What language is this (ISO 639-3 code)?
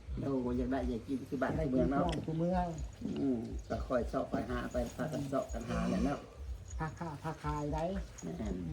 tts